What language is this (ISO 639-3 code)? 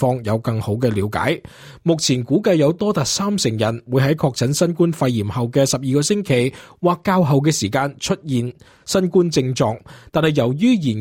yue